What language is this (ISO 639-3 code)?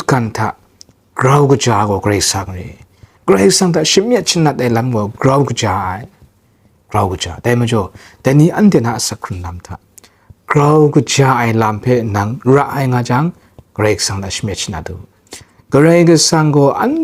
kac